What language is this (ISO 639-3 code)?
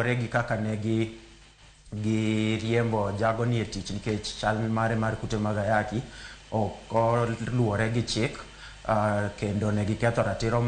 luo